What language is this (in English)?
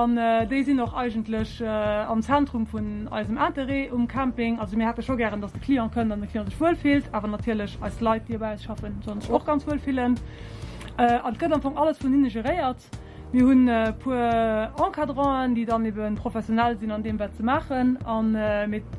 Luxembourgish